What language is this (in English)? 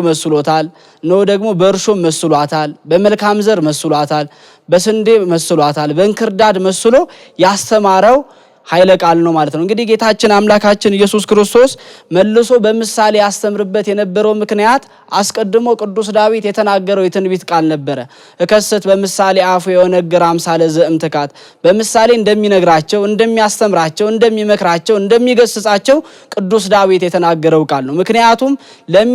Amharic